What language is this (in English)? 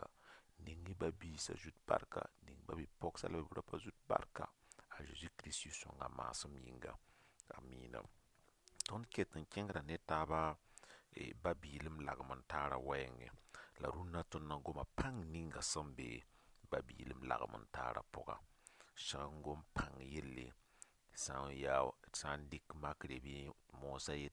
Mossi